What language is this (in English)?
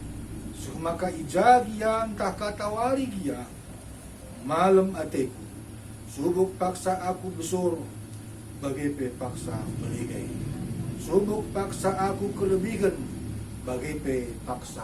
Batak Karo